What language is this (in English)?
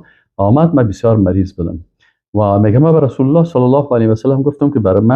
Persian